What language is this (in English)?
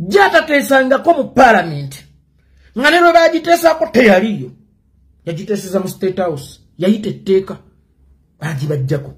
Ganda